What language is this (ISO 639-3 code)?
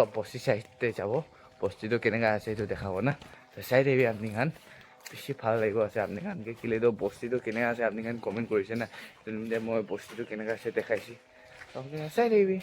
nag